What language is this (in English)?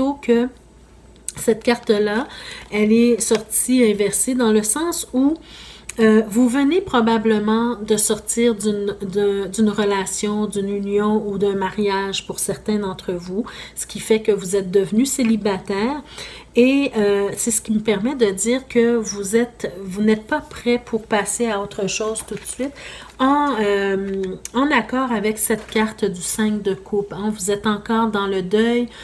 French